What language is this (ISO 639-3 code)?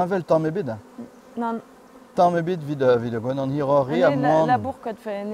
bre